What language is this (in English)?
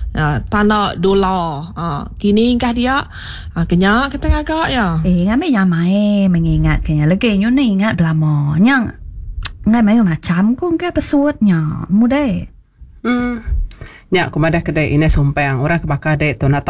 Iban